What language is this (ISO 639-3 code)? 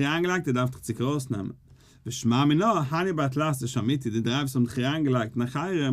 yid